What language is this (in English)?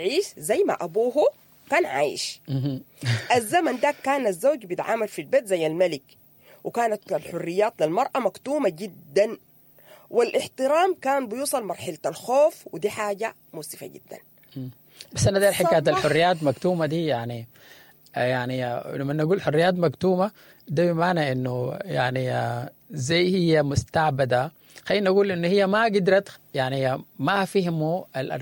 Sudanese Arabic